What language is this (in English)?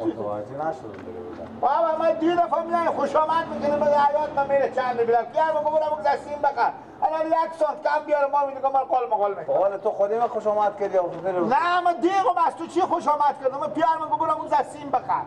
Persian